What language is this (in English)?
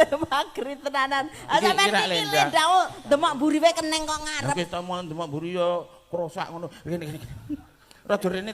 Javanese